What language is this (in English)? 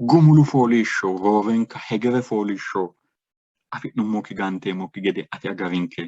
Sidamo